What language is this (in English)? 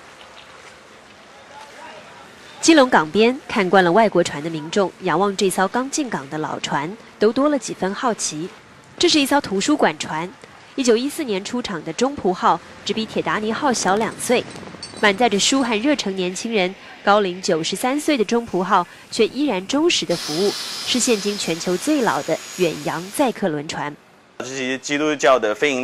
Chinese